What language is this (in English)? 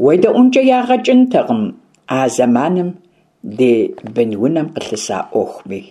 Kabardian